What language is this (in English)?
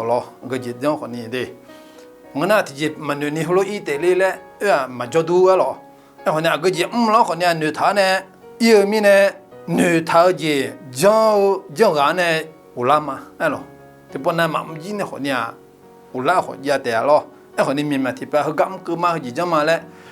Akha